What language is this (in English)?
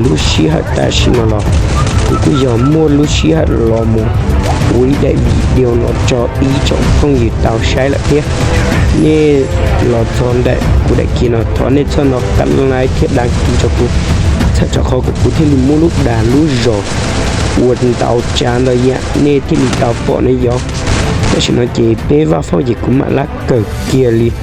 Hmong